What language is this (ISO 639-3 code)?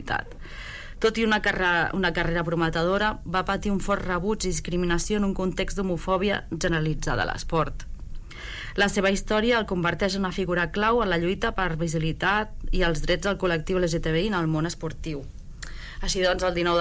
cat